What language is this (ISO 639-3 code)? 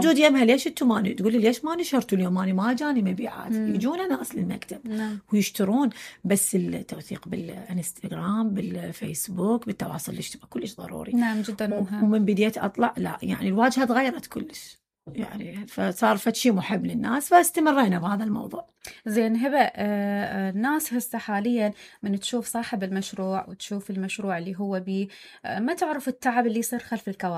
acm